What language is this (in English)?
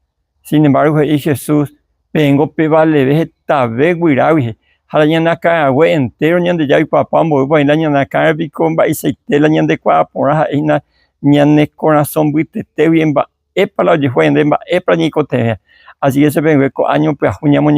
Guarani